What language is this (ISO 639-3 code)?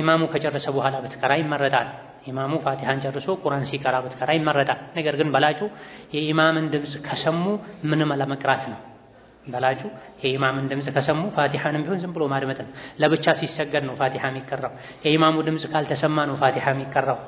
amh